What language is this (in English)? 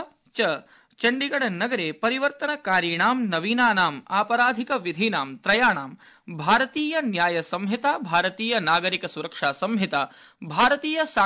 Sanskrit